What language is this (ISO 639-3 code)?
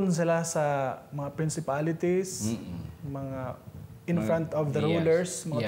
hil